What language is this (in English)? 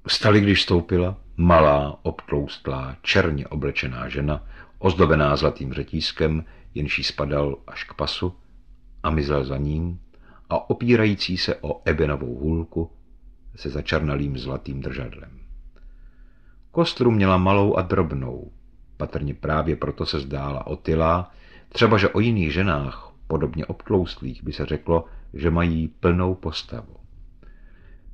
Czech